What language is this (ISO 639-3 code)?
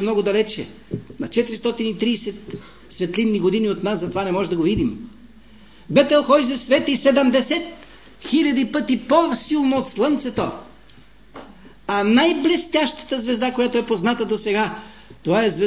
bul